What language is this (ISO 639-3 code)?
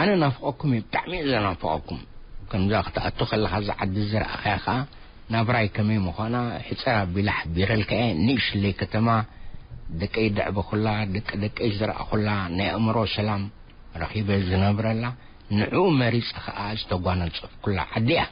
tir